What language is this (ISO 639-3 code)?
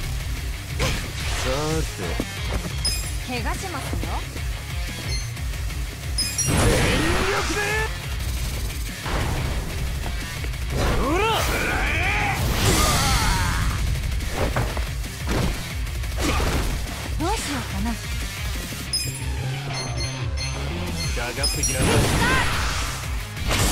jpn